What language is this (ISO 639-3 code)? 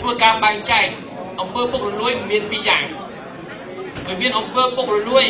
khm